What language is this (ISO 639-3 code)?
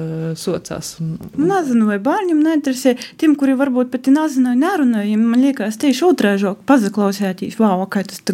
lav